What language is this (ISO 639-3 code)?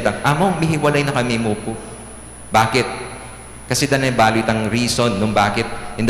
pam